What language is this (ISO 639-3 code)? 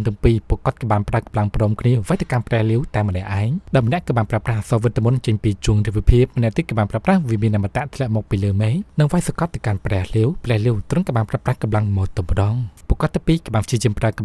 khm